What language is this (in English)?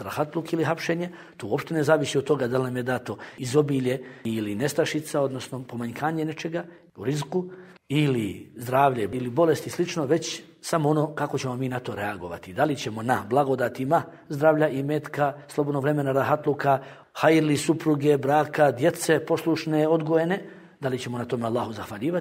Bosnian